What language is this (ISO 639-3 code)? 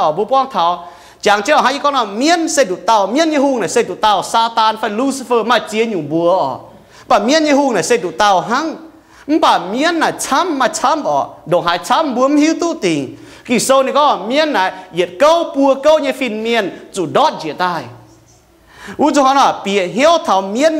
ium